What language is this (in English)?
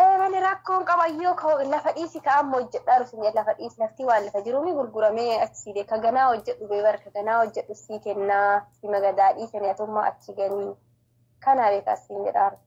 Oromo